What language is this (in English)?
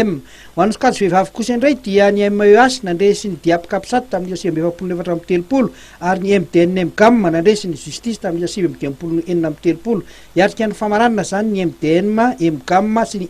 Malagasy